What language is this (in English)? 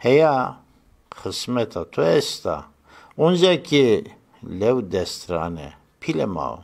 Zaza